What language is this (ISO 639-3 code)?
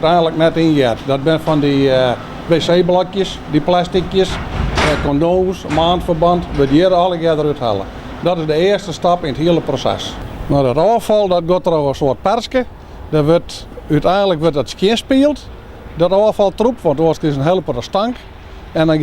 fry